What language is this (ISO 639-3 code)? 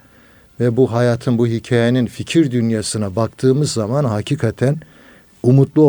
tur